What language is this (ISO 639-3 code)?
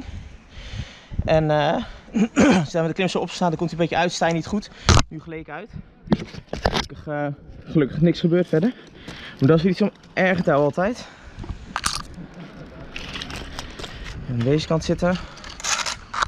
nld